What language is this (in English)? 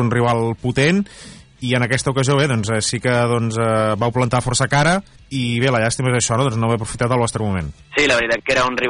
Catalan